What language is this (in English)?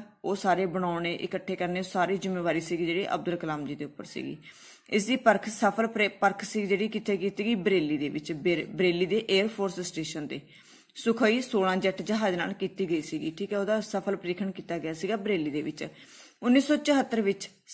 Punjabi